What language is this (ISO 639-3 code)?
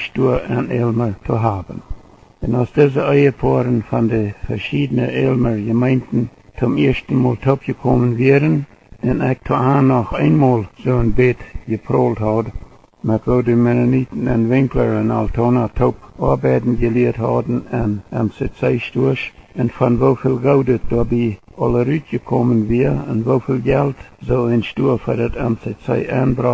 pdt